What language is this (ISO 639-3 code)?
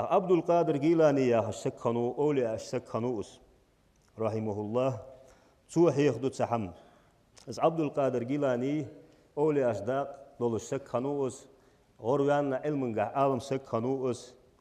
inh